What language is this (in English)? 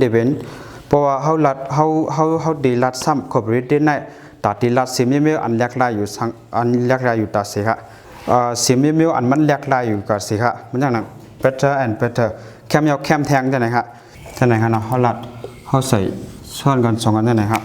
Shan